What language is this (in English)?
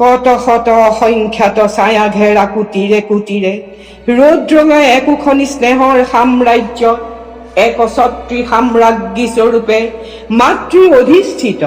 Assamese